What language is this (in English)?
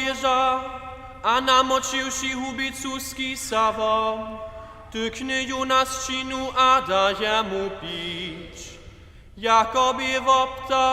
Upper Sorbian